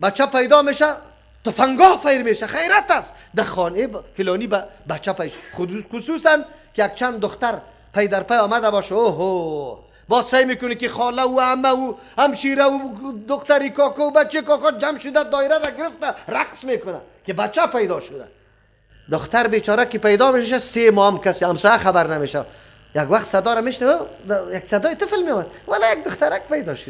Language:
Persian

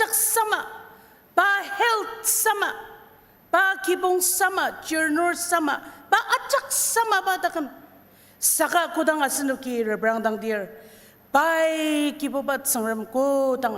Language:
Ao Naga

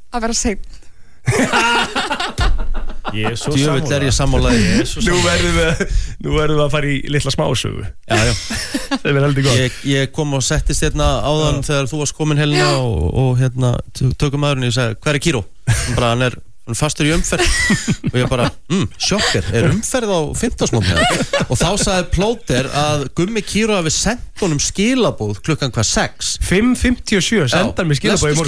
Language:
Icelandic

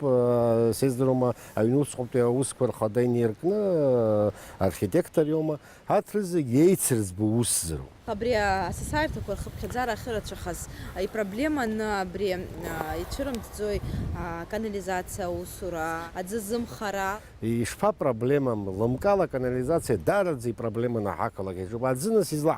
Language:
Abkhazian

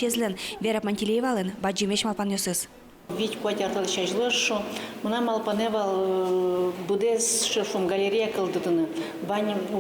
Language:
Udmurt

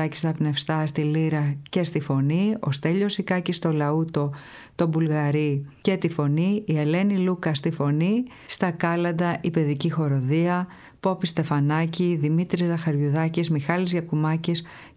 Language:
Greek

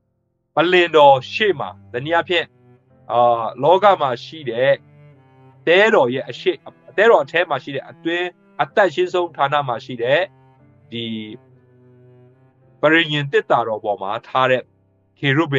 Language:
Burmese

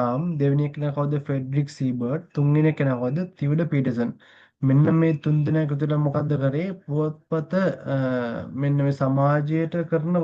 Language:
Sinhala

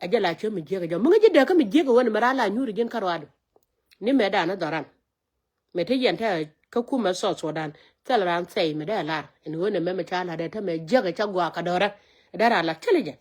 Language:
Nuer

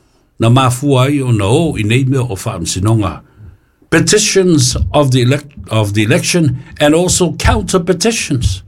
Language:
Samoan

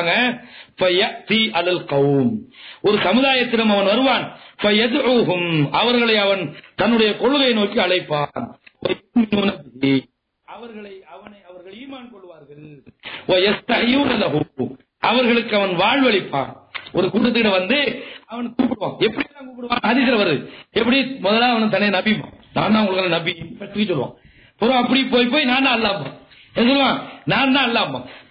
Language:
Tamil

